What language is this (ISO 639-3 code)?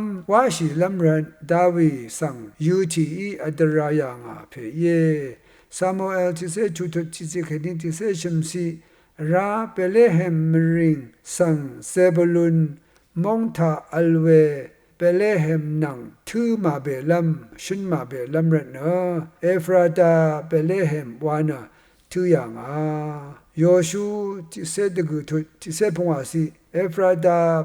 raw